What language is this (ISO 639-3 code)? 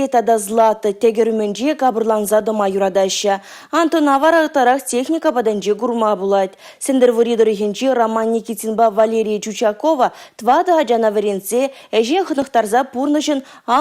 chv